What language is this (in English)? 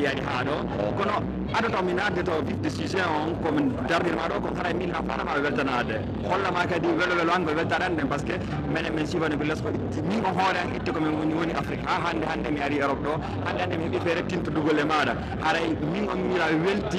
Pular